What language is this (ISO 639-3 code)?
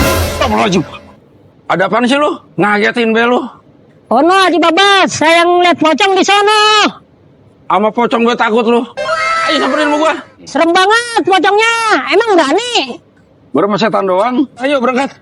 bew